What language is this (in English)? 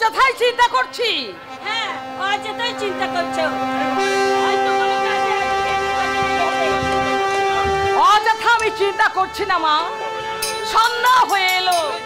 Bangla